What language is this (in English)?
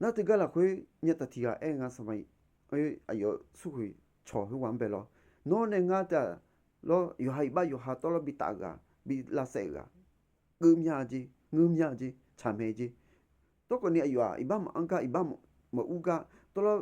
Akha